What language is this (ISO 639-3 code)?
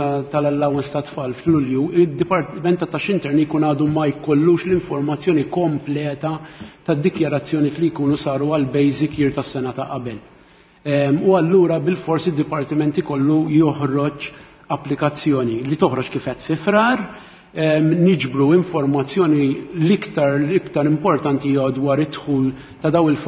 mlt